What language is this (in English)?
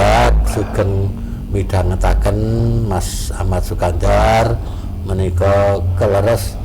Javanese